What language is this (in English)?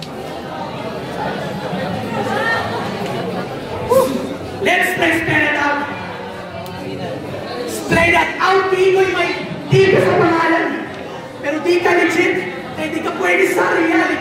Filipino